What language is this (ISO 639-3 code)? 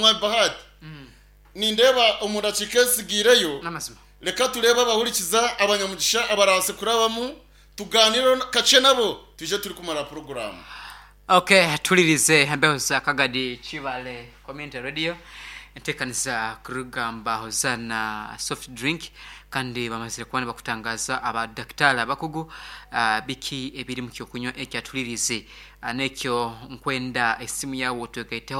nyn